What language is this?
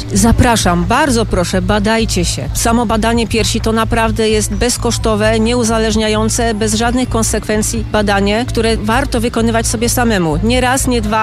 Polish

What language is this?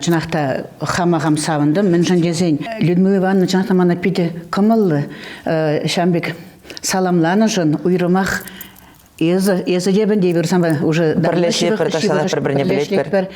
Chuvash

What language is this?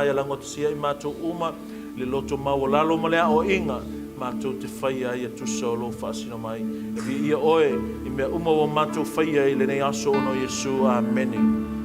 Samoan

